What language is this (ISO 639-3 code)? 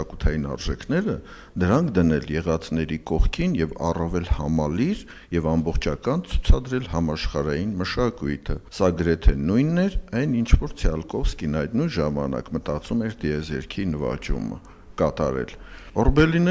hye